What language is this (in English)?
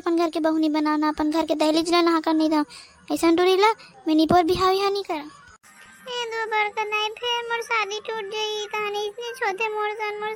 Chhattisgarhi